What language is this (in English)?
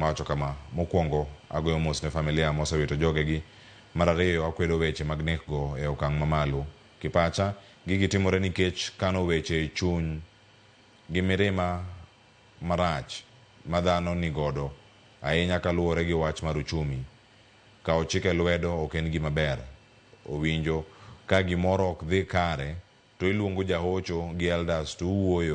Luo (Kenya and Tanzania)